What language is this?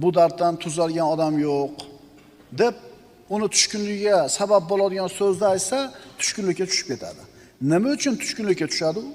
Uzbek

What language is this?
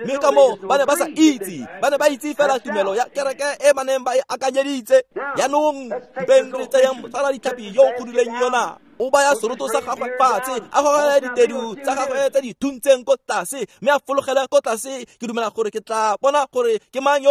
Tswana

